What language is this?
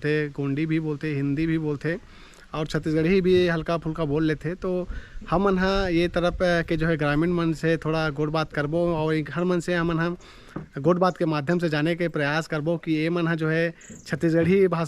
Chhattisgarhi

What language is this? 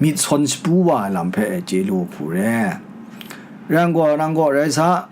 Kachin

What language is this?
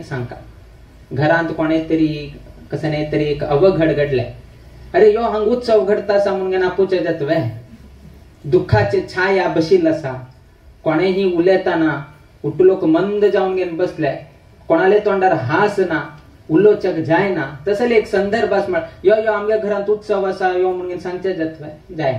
Konkani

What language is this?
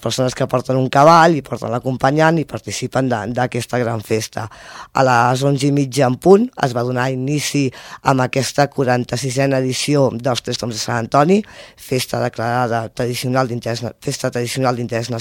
Catalan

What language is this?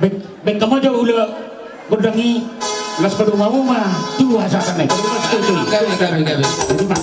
Batak Toba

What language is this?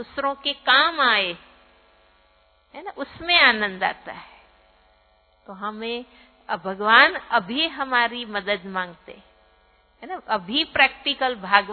Hindi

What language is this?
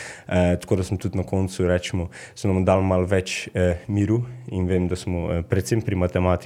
Slovenian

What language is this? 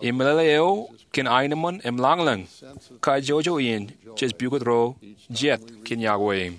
Marshallese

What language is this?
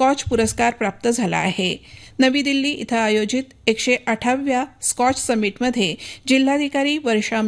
Marathi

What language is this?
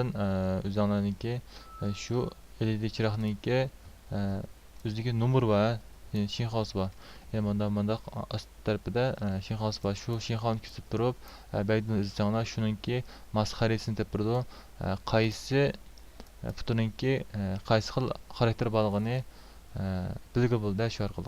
Uyghur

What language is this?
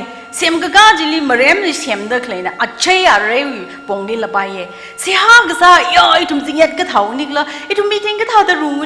Tangkhul Naga (India)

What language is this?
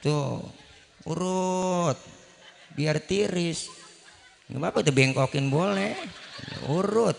Betawi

